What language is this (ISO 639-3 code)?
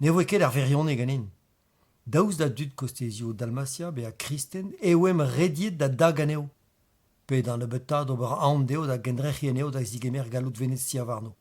bre